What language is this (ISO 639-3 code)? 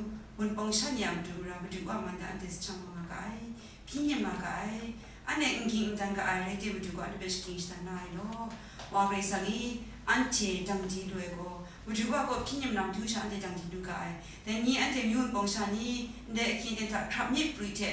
kac